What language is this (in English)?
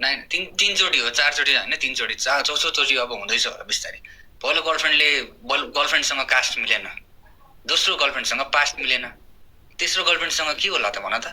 Nepali